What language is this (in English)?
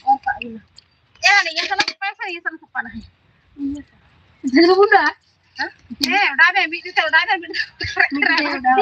Santali